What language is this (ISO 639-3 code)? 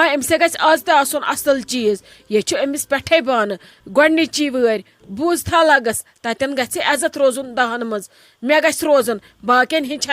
kas